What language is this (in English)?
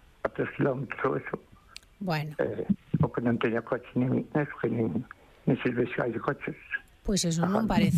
Galician